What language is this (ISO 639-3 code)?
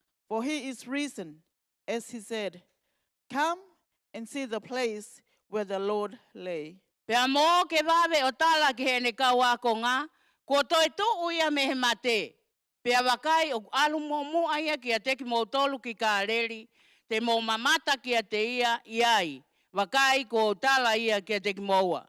ton